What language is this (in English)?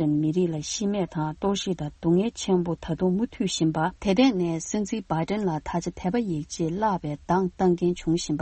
Tibetan